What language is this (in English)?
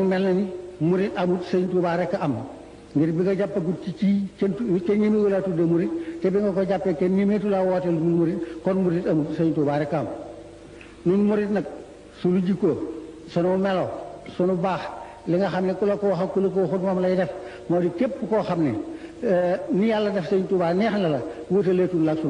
Wolof